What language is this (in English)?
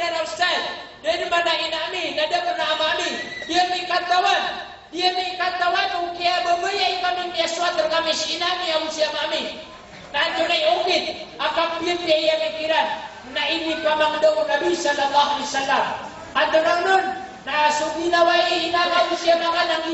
Maranao